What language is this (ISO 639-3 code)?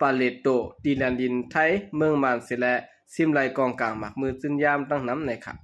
shn